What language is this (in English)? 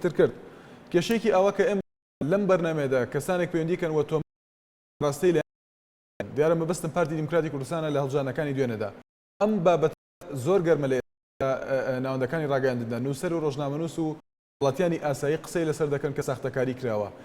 Central Kurdish